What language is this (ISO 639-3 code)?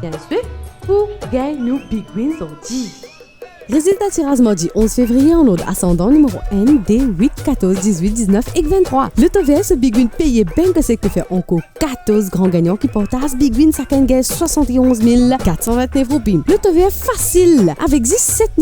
mfe